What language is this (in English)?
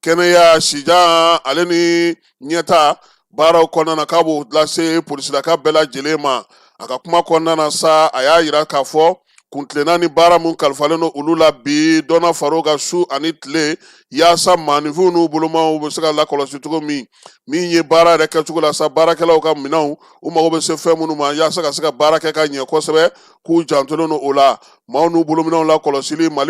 Bambara